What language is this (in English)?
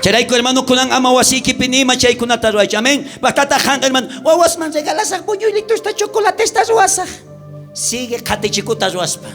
South Bolivian Quechua